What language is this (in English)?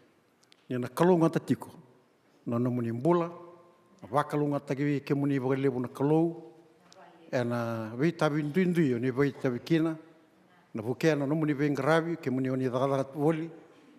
Fijian